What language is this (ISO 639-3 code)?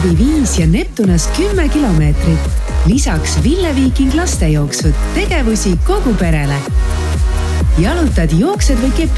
est